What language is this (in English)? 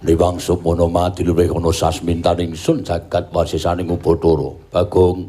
Javanese